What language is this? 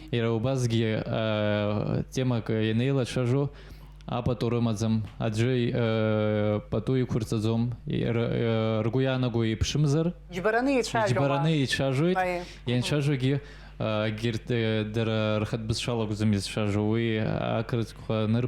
Abkhazian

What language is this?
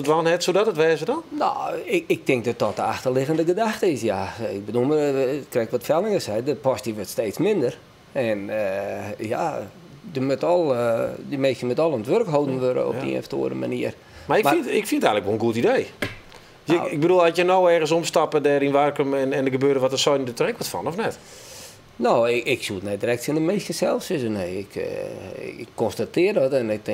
Western Frisian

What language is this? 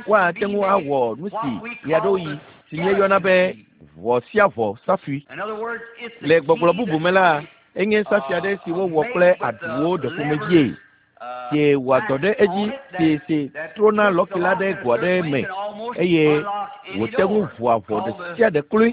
Ewe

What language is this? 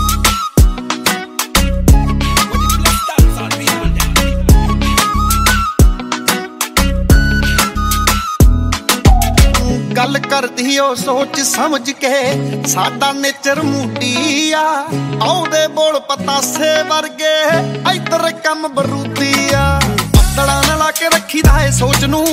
Punjabi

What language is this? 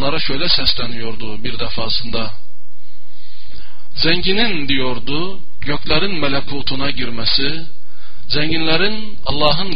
Turkish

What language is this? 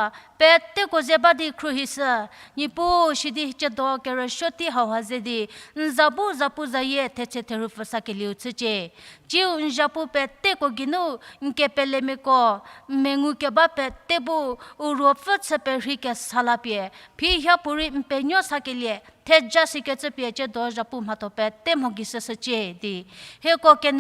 Angami Naga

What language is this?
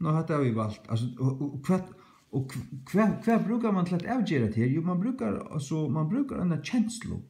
Faroese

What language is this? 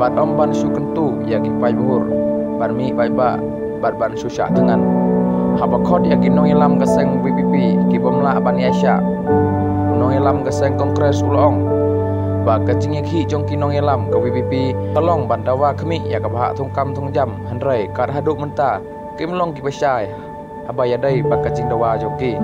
Khasi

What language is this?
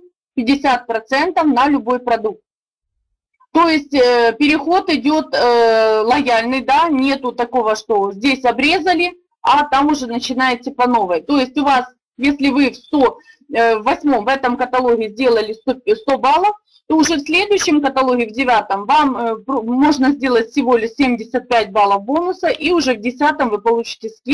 Russian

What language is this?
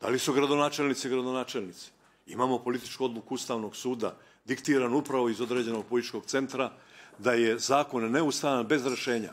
Bosnian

